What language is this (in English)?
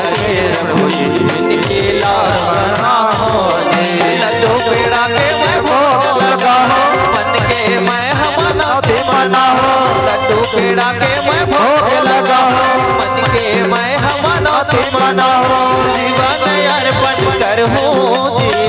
Chhattisgarhi